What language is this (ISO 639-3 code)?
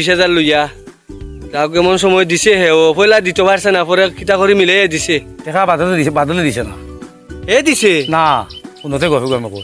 syl